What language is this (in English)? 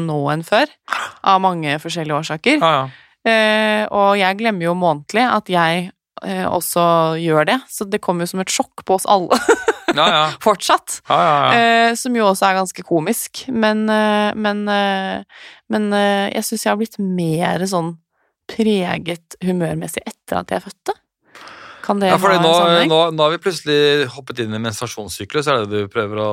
Norwegian